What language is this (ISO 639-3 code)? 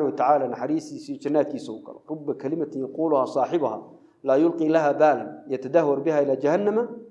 som